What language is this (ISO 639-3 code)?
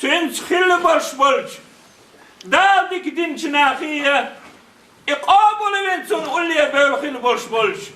che